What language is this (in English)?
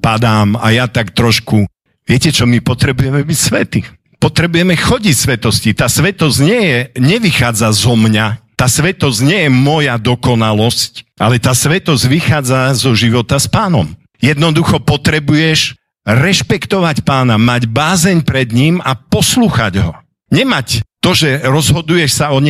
Slovak